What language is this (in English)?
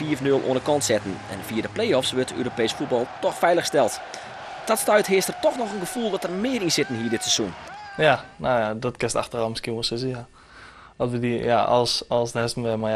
Western Frisian